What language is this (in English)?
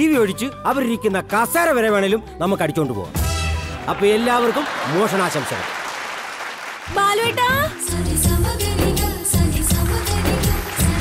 Malayalam